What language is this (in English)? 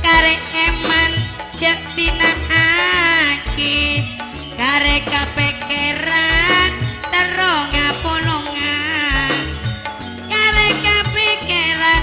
Madurese